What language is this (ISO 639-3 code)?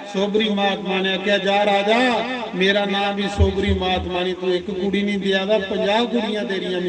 doi